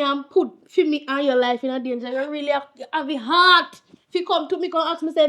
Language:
Jamaican Creole English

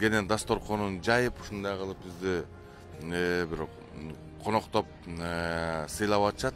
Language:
Kyrgyz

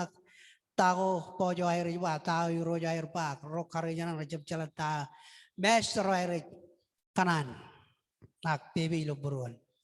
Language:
Marshallese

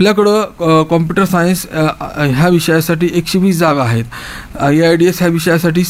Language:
Marathi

